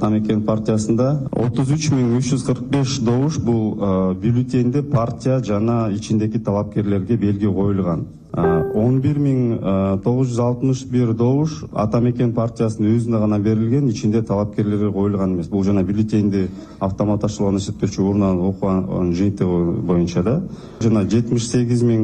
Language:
Kyrgyz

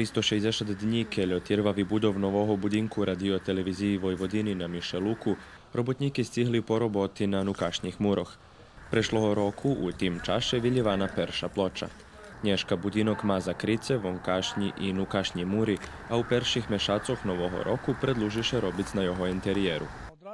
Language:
Rusyn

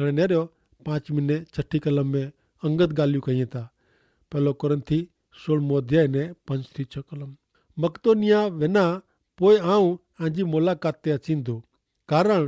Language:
Kachhi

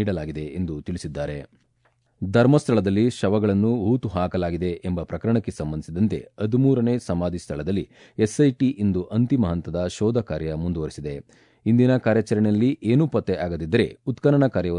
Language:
Kannada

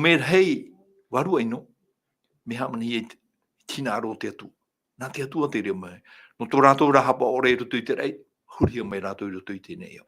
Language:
Tahitian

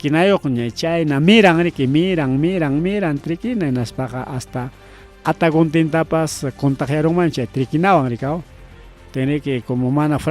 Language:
Ayacucho Quechua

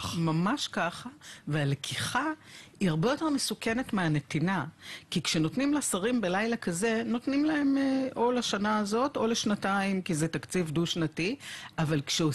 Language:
Hebrew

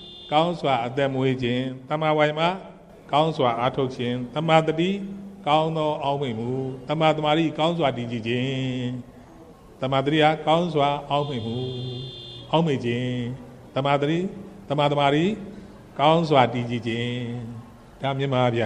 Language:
Burmese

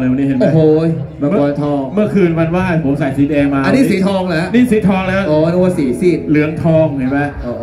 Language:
Thai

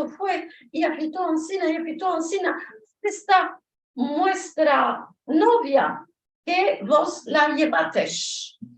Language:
Ladino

